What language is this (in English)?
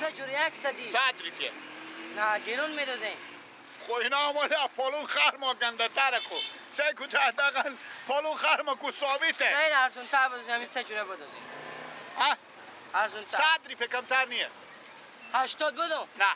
Persian